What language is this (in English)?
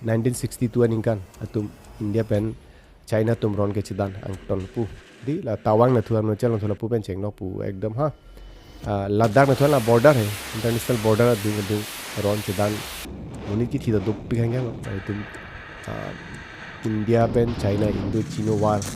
Karbi